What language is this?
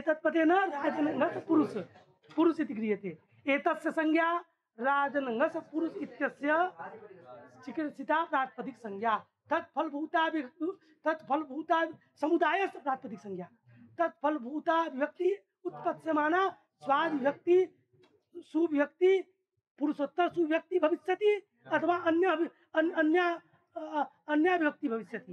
Sanskrit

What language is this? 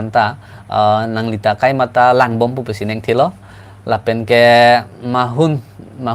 Karbi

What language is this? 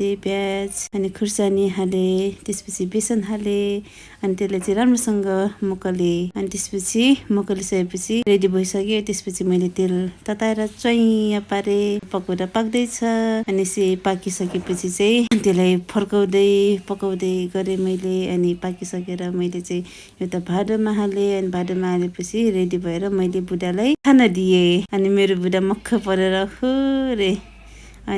Nepali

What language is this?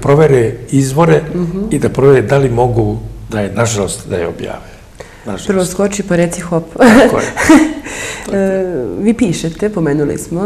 Serbian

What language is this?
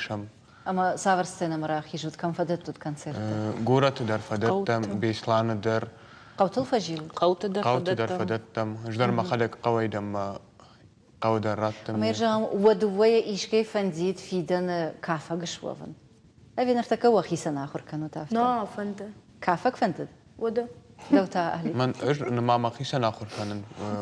Ossetic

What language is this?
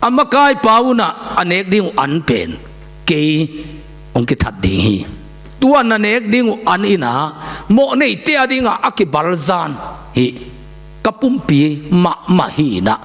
Tedim Chin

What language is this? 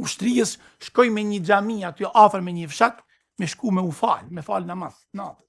Albanian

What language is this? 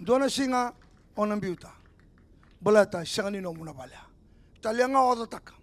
Fijian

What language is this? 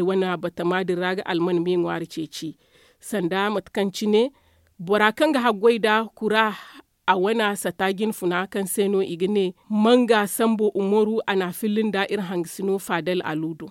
Zarma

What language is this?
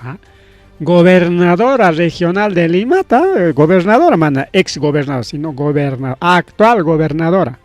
Ayacucho Quechua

